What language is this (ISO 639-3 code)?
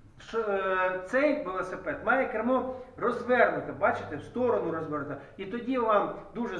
ukr